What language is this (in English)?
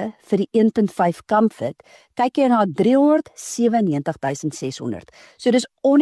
Afrikaans